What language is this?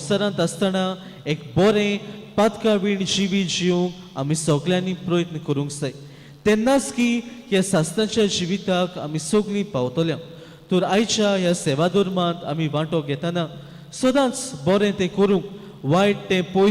Konkani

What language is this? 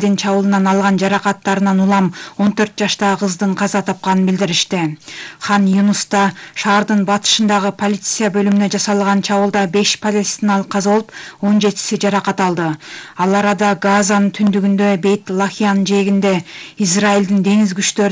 Kyrgyz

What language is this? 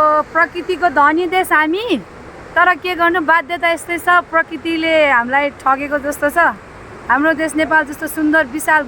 Nepali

